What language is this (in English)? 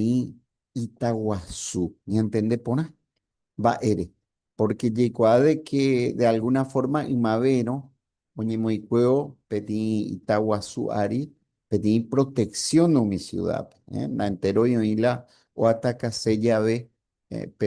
Guarani